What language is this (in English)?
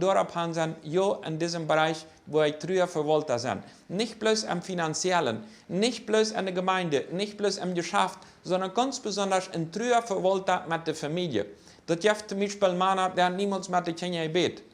Plautdietsch